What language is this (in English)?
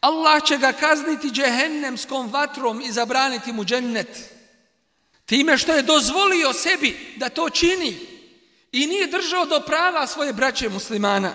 Bosnian